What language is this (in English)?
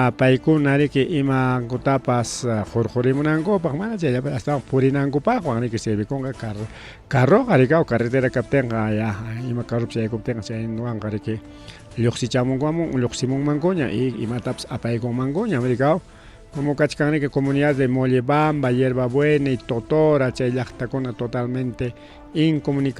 Ayacucho Quechua